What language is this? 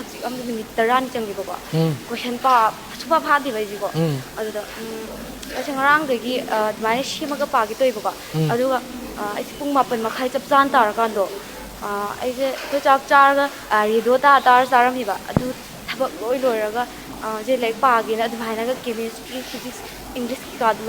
Manipuri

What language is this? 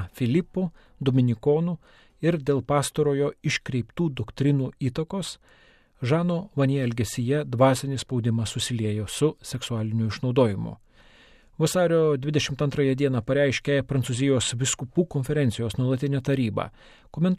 Lithuanian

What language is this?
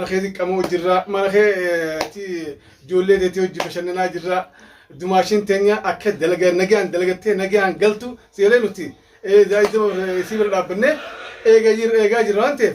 Oromo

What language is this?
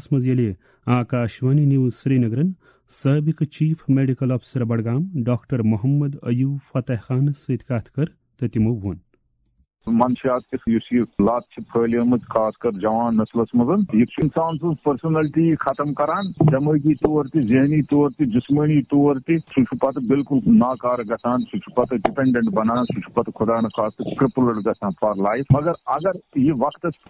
Kashmiri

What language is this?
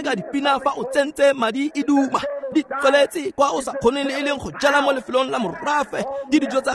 Tswana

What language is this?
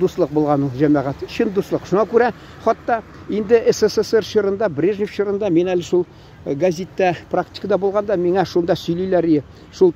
Tatar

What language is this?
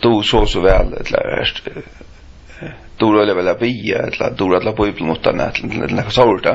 Faroese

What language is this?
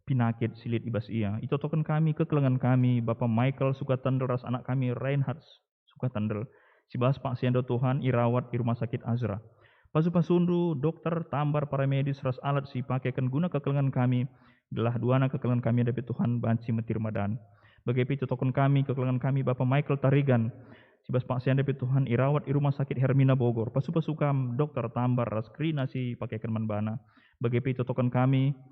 Batak Karo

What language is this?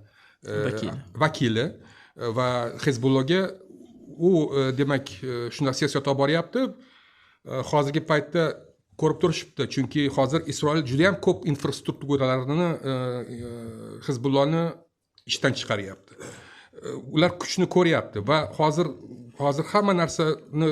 Uzbek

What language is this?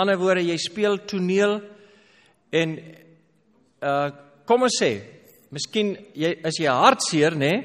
Afrikaans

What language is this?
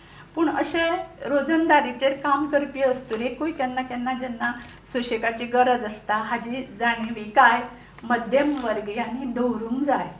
Konkani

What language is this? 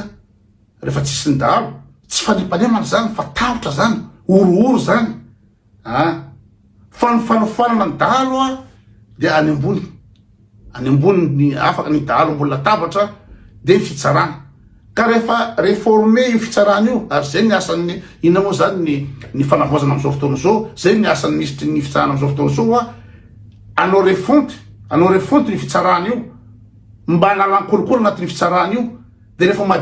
Malagasy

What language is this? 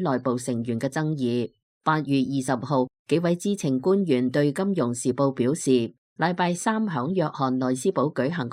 Cantonese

